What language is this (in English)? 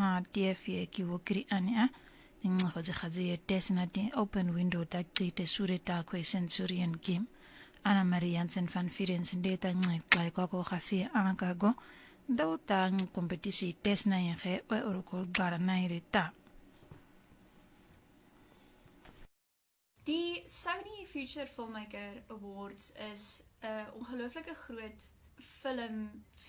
Afrikaans